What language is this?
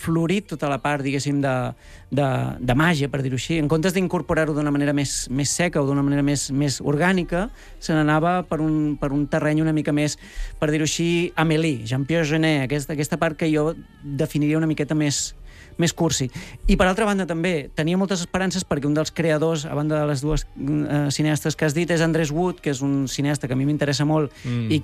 Catalan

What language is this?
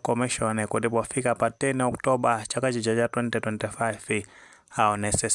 Nyanja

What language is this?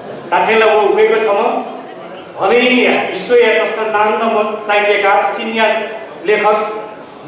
Newari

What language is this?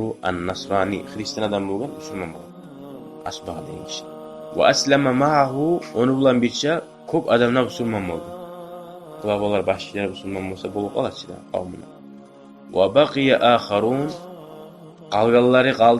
Kumyk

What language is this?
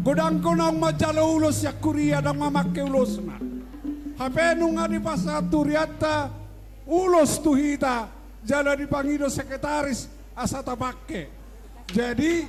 Batak Toba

